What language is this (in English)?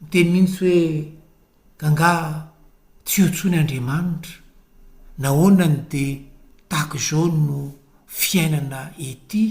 Malagasy